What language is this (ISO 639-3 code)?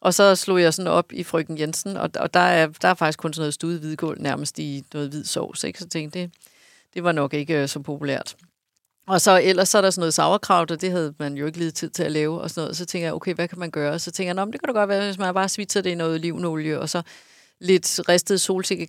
dan